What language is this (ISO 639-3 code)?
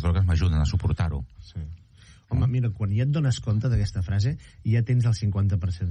cat